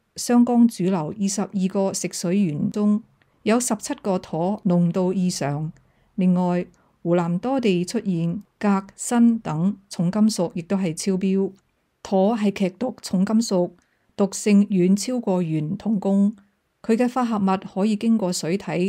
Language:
Cantonese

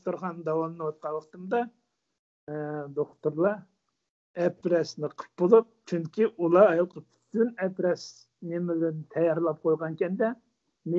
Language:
Uyghur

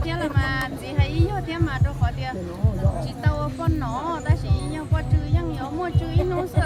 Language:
Hmong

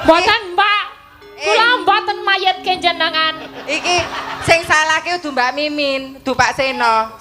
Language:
Javanese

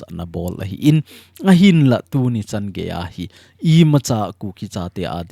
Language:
Thado Chin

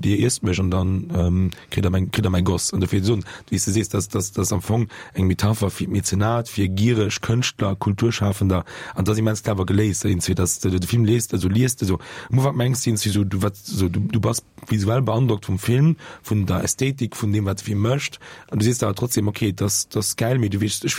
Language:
Luxembourgish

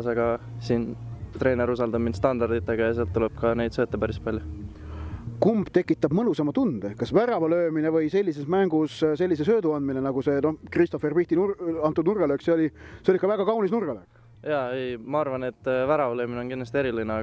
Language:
Estonian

